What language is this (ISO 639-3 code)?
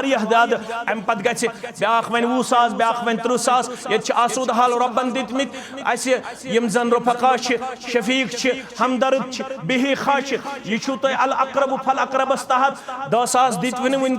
kas